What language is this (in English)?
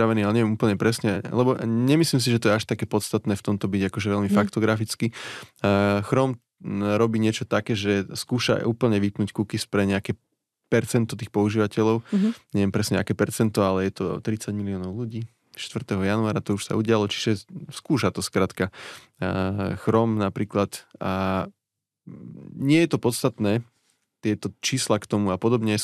Slovak